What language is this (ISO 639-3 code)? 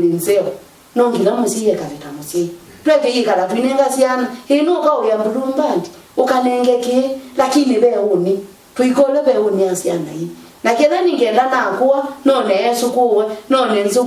kam